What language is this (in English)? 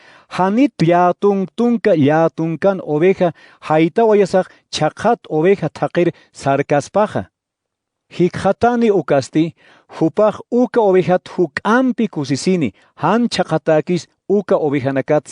Aymara